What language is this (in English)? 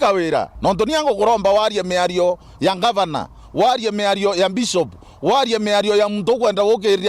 Meru